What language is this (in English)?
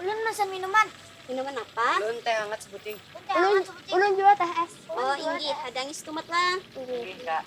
Banjar